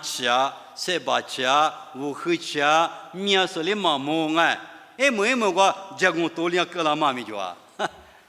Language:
Lisu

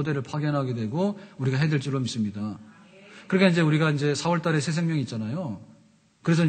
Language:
Korean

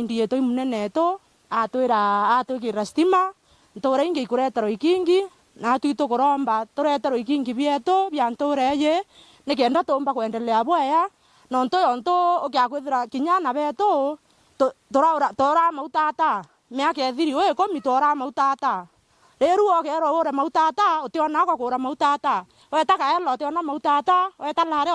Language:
Meru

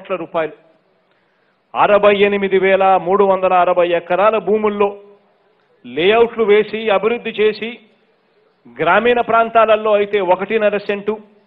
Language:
Telugu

